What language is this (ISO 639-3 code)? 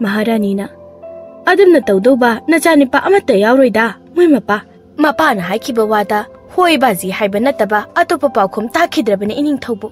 mni